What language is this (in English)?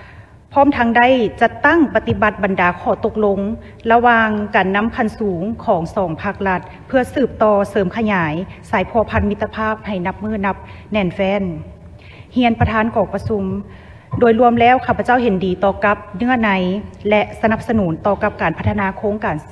Lao